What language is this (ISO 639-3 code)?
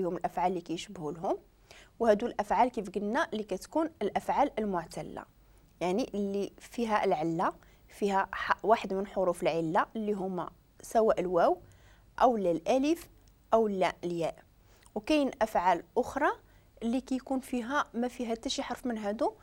ary